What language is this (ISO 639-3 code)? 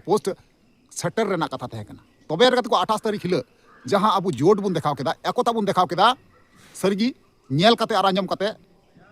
sat